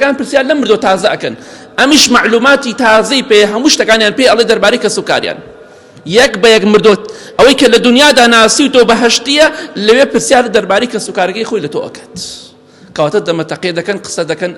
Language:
Central Kurdish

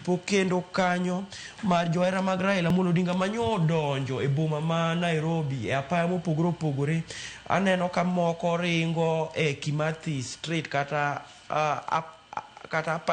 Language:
Luo (Kenya and Tanzania)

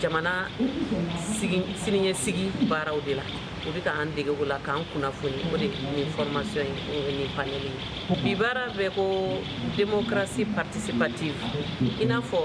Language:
Bambara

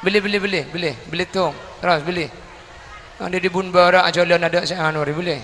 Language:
Madurese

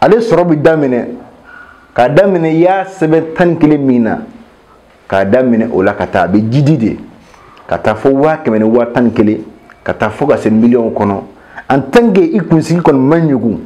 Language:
Bambara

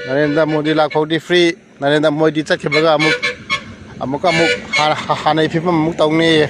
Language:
Manipuri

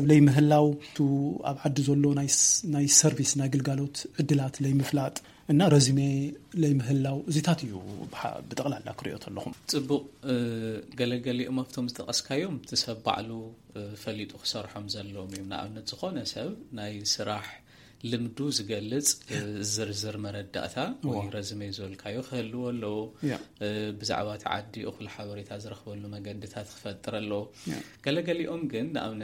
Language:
Tigrinya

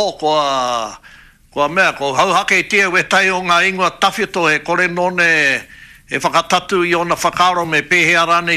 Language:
Māori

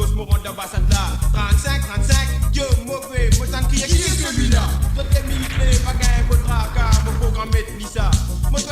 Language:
Morisyen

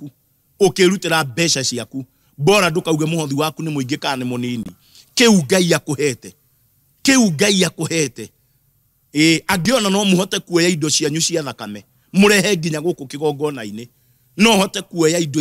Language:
Kikuyu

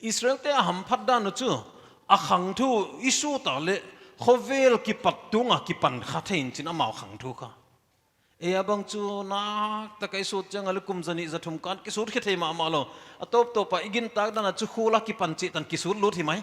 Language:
Paite Chin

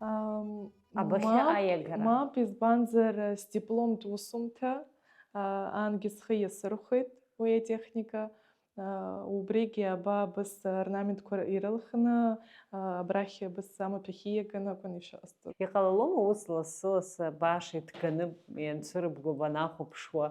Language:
Abkhazian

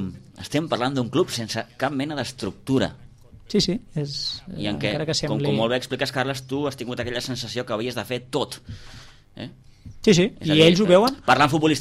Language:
Catalan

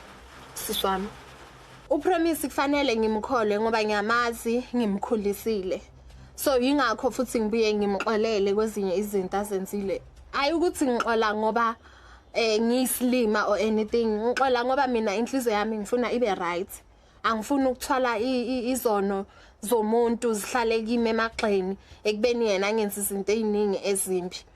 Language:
Zulu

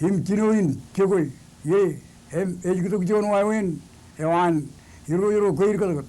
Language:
Marshallese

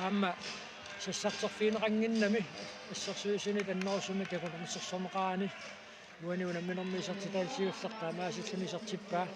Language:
Kalaallisut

